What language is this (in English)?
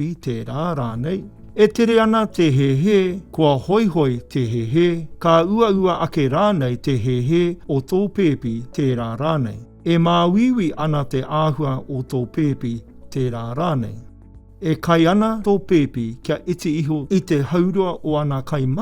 Māori